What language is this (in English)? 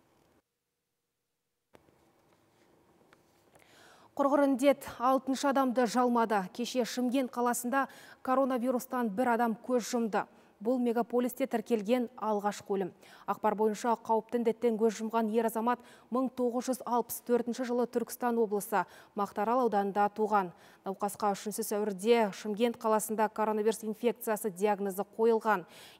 Kazakh